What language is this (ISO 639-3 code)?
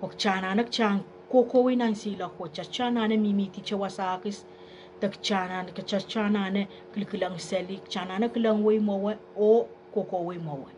pon